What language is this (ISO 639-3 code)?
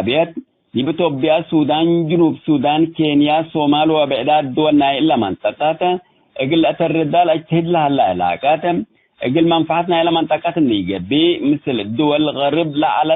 tig